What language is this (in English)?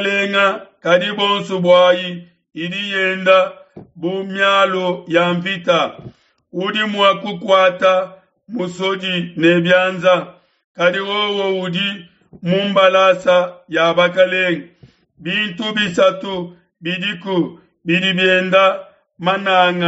Luba-Lulua